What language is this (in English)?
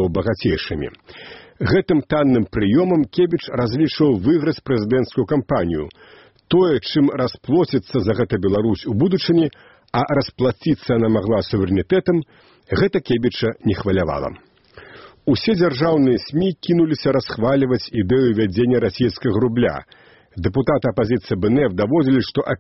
Belarusian